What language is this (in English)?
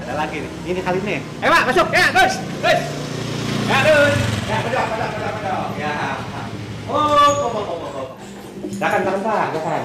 Betawi